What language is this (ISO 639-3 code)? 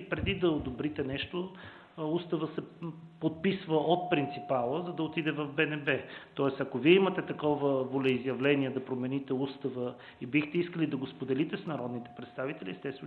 bul